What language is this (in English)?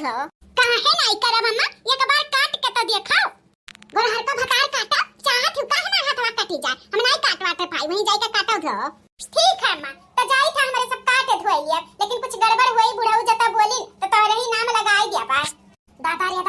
Bhojpuri